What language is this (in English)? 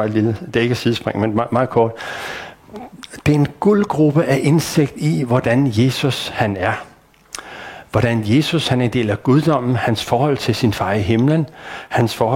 Danish